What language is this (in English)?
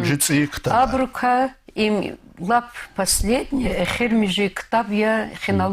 Lezghian